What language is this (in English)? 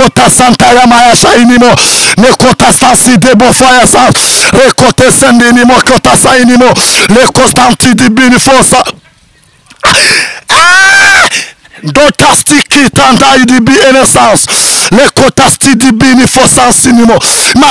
Kinyarwanda